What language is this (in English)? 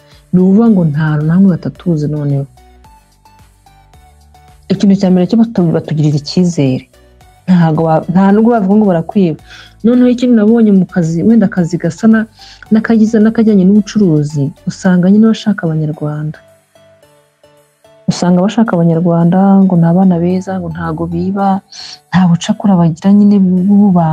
Kinyarwanda